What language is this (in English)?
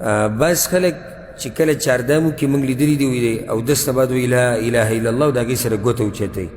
Pashto